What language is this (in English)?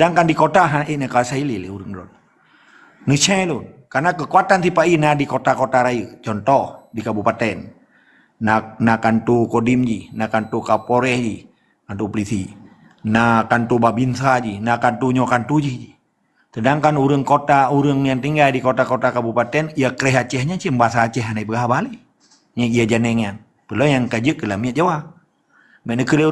Achinese